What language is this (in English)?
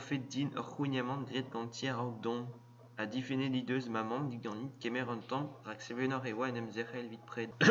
Breton